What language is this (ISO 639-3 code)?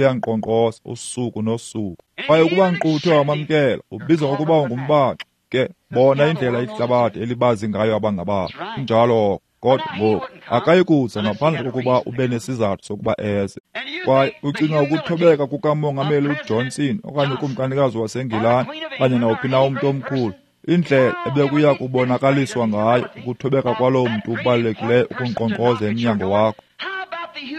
xho